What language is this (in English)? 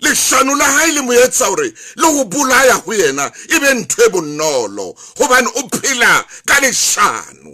Southern Sotho